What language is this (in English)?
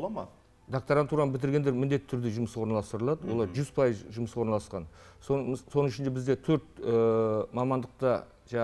Kazakh